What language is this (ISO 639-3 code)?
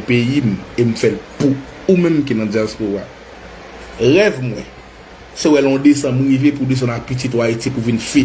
hat